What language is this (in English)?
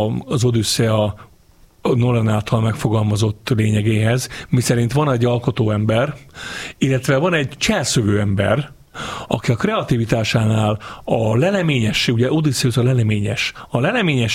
Hungarian